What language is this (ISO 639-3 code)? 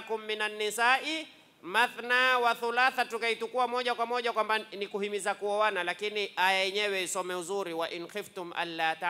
swa